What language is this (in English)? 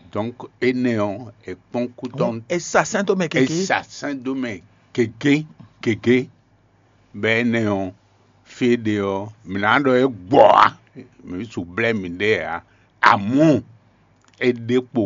Fon